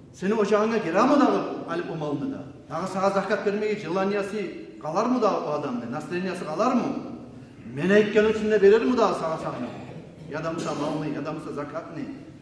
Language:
Kumyk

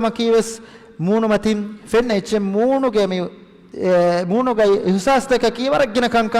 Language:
Divehi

